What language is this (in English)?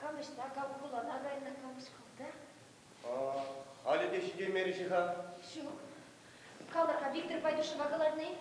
Chuvash